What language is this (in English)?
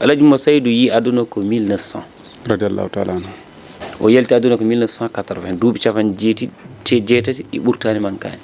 Fula